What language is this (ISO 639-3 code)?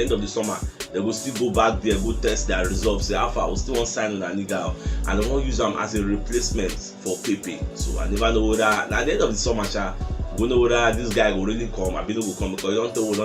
pcm